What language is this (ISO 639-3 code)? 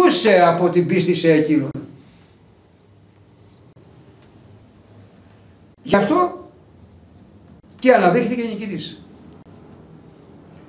ell